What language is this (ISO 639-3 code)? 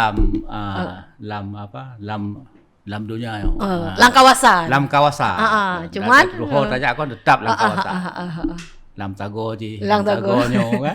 ace